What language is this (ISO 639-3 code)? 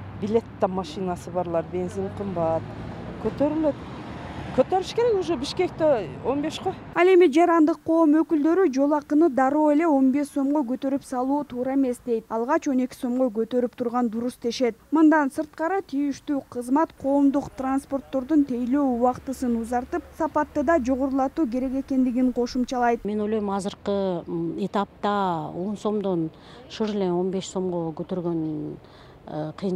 kir